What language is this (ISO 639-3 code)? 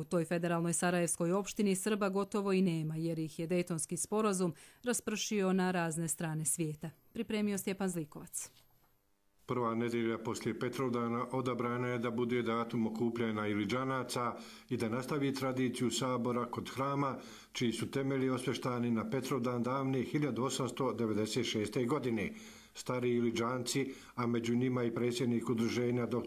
hrv